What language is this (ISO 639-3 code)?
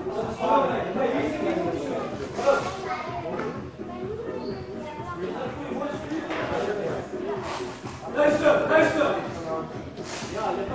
nld